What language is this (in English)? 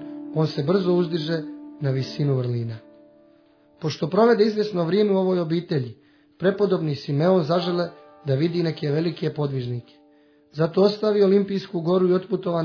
Croatian